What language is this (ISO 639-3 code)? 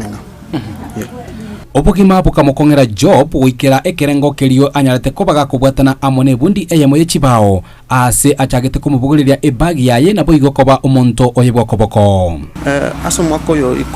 guz